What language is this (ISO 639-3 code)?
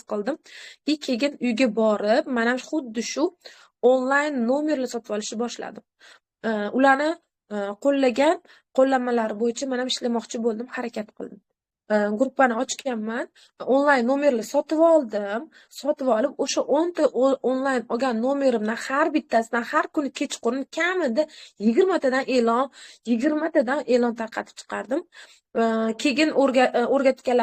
uzb